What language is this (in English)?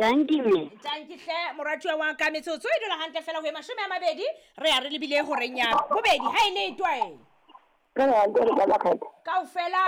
Southern Sotho